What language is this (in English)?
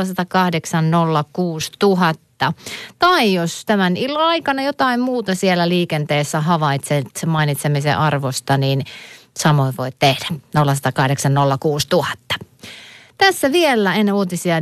Finnish